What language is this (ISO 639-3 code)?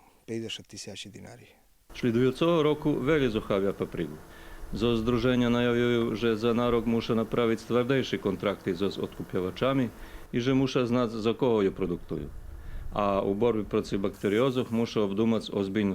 rue